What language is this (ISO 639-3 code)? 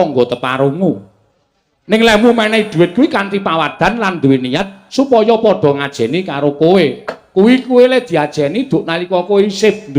jav